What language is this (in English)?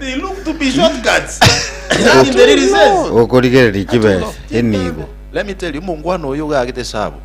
Gusii